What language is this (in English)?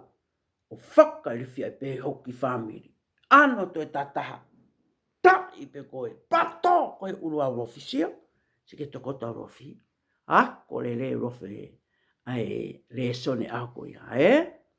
Tongan